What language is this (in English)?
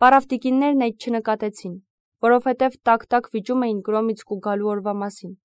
Armenian